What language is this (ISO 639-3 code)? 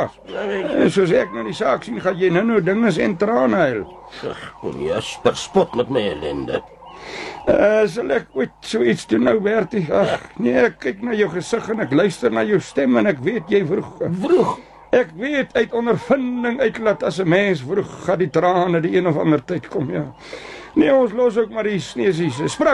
afr